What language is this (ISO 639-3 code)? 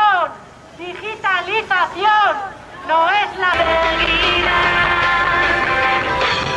eus